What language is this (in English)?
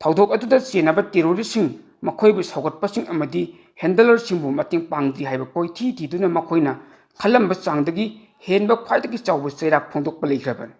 Manipuri